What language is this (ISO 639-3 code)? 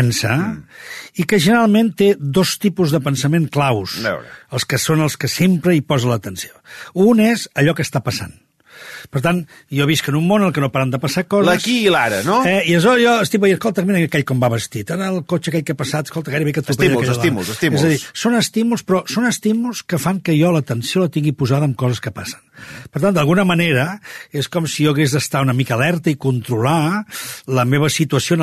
cat